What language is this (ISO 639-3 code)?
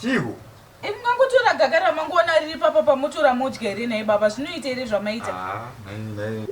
sna